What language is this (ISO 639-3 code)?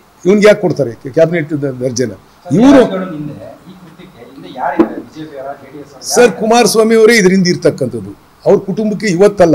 kan